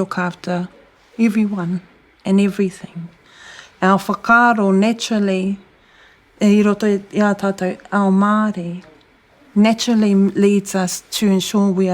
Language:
Māori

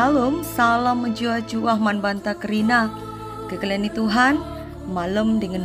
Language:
Batak Karo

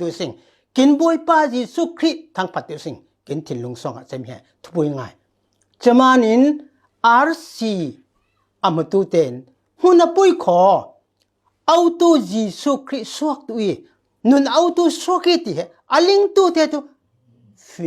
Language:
Falam Chin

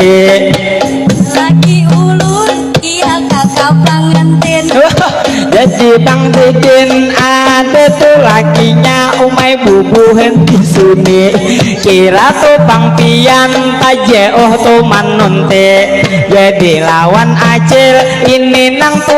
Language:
Banjar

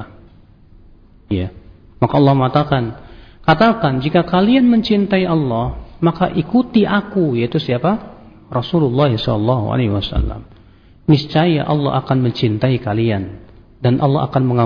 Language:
Indonesian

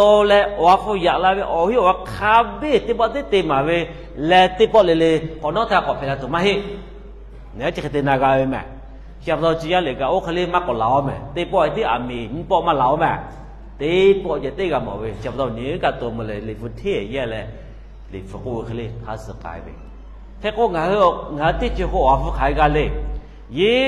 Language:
Lahu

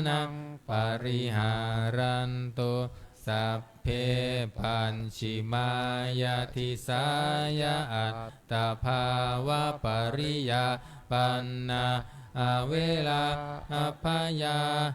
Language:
Pali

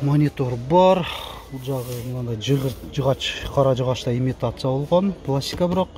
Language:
Kyrgyz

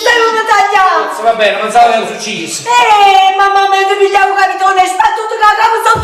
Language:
Neapolitan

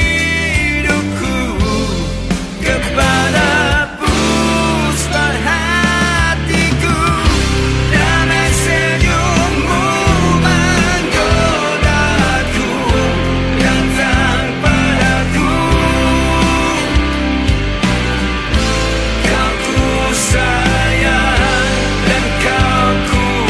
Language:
Malay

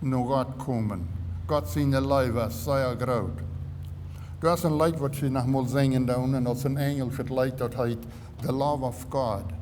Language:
Plautdietsch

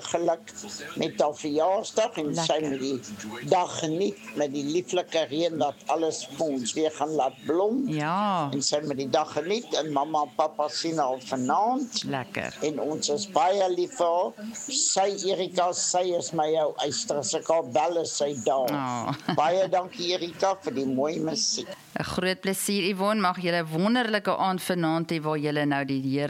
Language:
Afrikaans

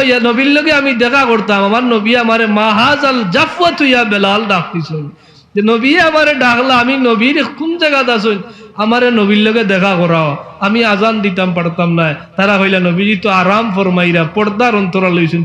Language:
Sylheti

